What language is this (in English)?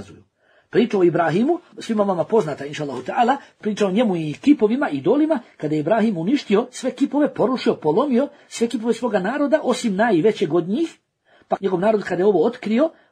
Bosnian